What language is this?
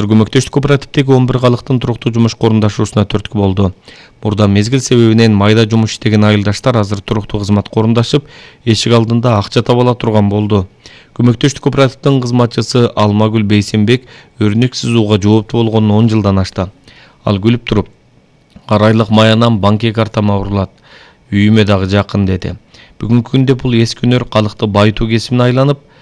Kyrgyz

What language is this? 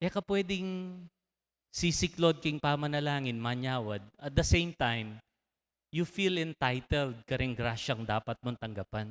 Pampanga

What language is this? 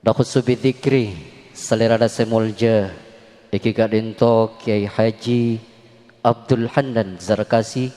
Madurese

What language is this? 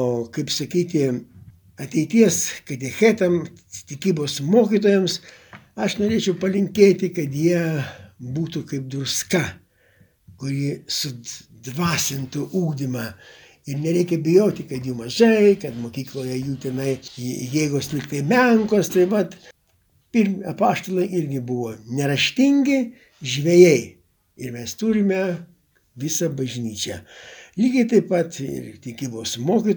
Lithuanian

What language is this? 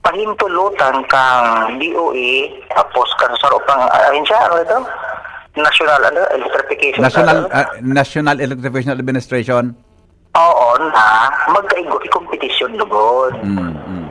Bikol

